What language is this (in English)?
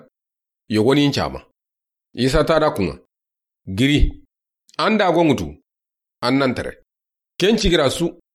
Soninke